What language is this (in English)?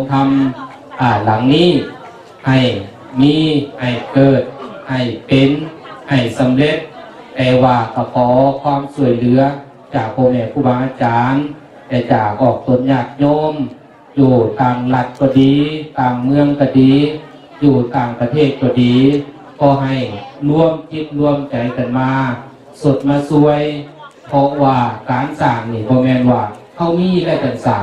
Lao